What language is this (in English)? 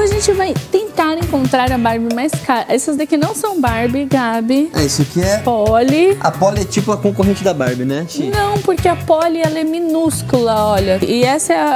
Portuguese